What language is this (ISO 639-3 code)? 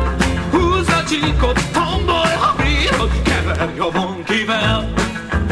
hun